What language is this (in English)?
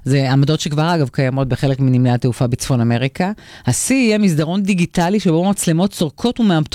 Hebrew